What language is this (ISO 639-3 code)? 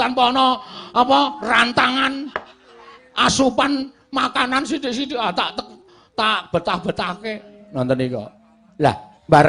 jav